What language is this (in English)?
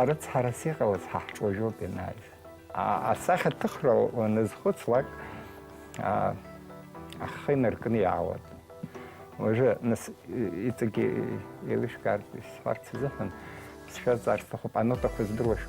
Abkhazian